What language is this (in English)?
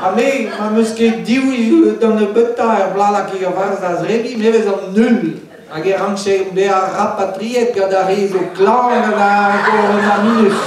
Breton